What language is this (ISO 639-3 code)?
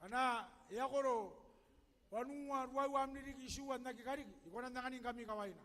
gil